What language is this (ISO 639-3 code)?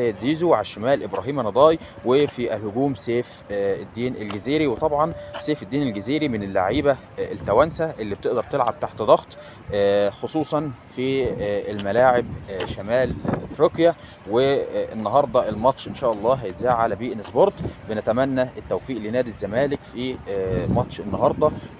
arz